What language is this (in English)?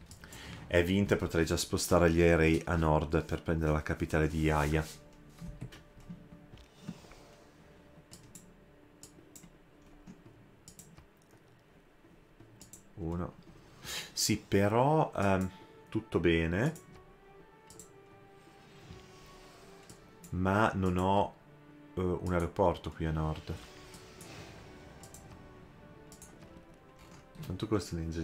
Italian